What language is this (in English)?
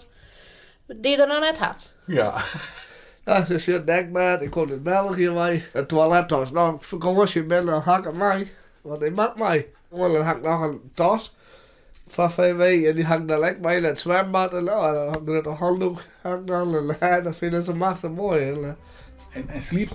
Western Frisian